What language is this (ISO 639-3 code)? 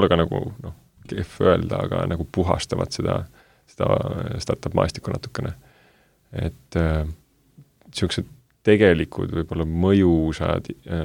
est